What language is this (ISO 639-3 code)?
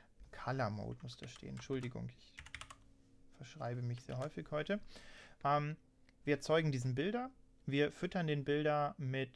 deu